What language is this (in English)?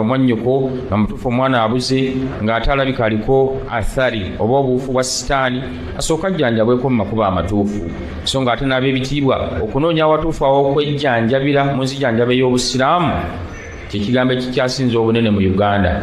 Ganda